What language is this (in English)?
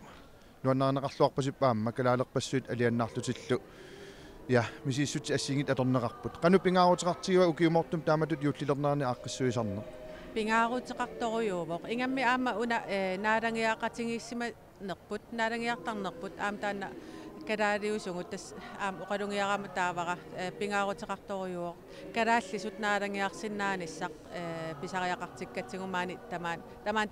Kalaallisut